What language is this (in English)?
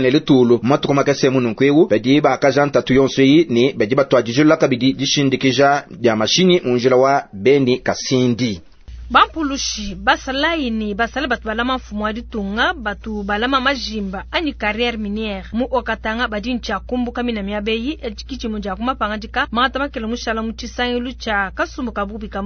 Luba-Lulua